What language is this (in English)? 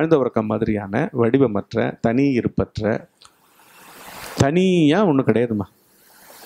Tamil